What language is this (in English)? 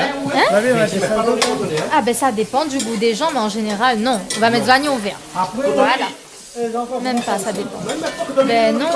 Réunion Creole French